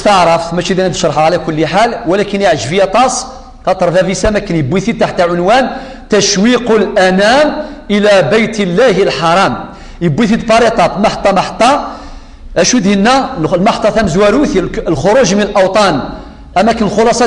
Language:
Kabyle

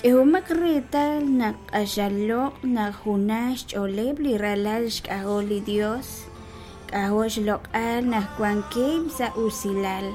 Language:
Kekchí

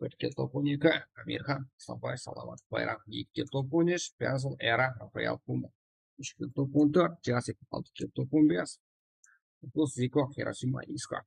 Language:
Kara-Kalpak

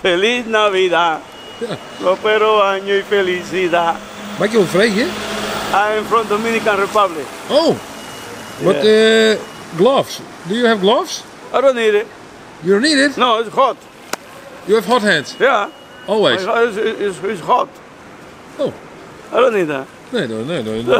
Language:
Western Frisian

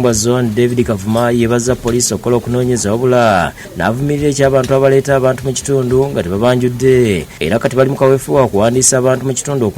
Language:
Ganda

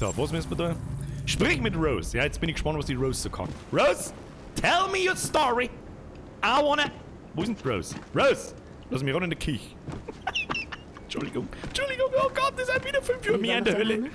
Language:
Bavarian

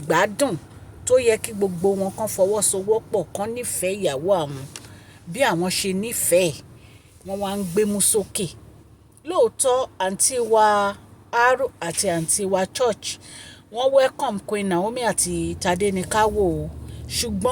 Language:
Yoruba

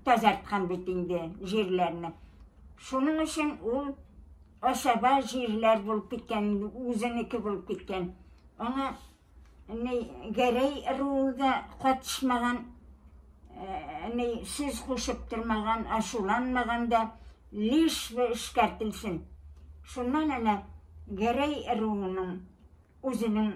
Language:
Bashkir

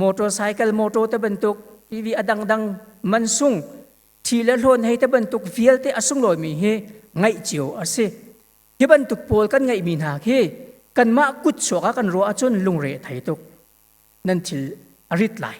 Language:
Hakha Chin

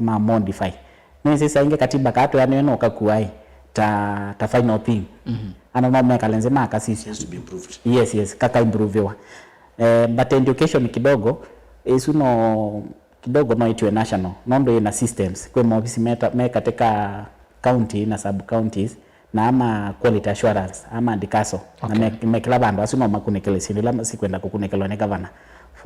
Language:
Kamba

